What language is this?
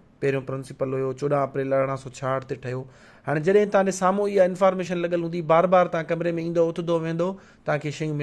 Sindhi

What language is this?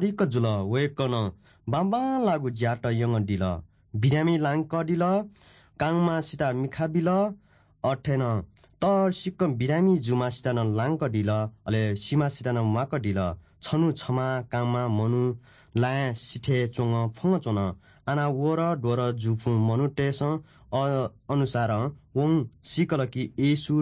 Newari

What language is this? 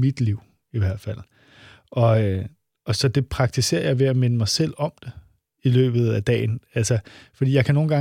Danish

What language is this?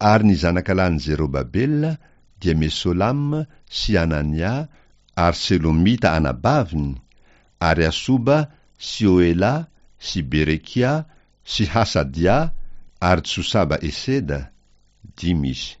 Malagasy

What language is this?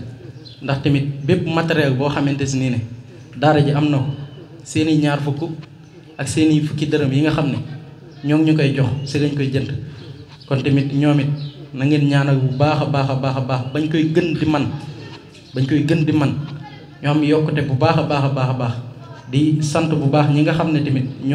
Wolof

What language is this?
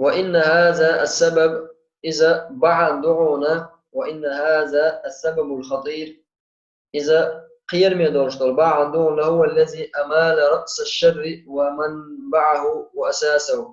Chechen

